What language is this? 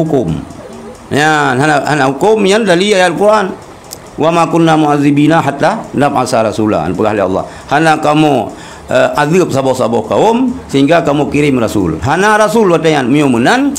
Achinese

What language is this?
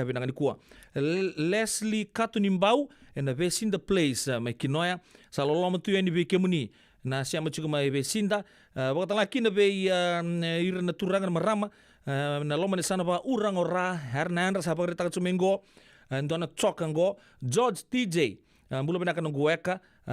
Fijian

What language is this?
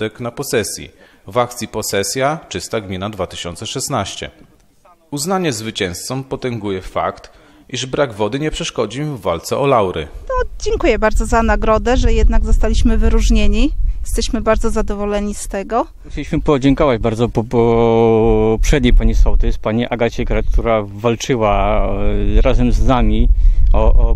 Polish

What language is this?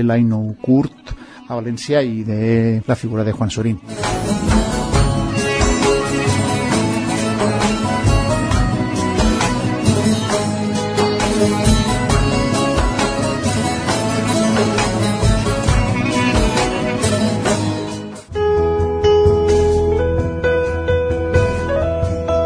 Catalan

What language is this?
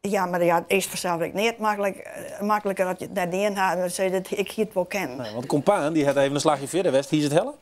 Western Frisian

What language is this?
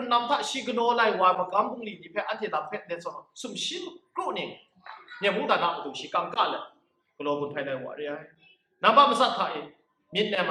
Kachin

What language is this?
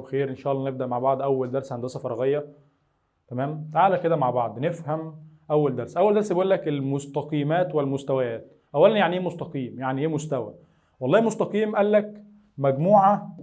Egyptian Arabic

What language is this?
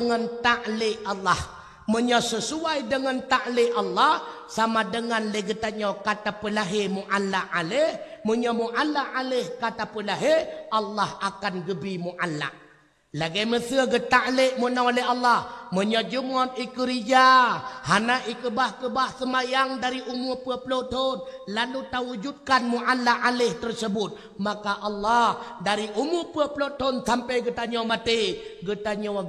Achinese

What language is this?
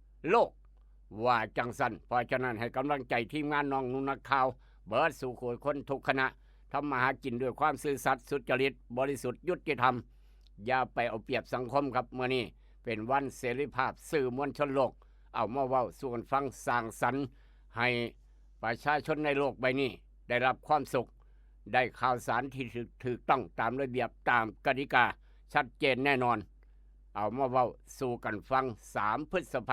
Lao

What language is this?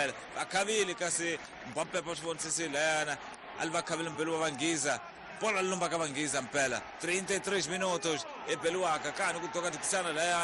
Tsonga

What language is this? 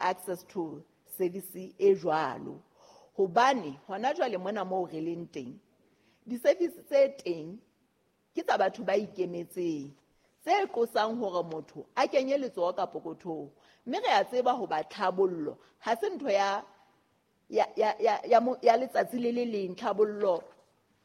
Southern Sotho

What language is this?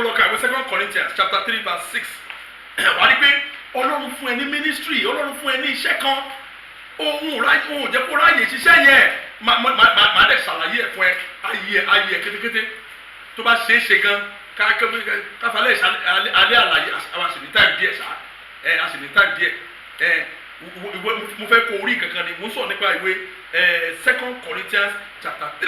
Yoruba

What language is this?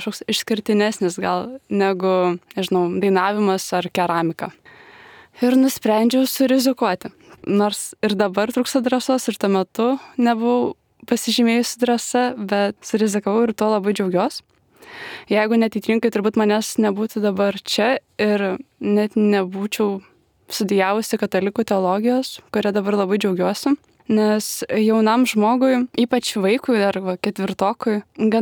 Lithuanian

